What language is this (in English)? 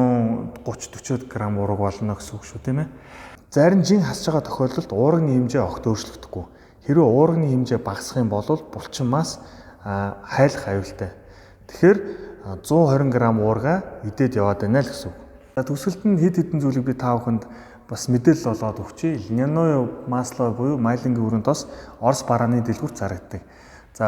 Mongolian